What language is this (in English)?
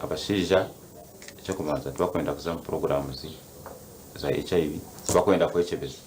Nyankole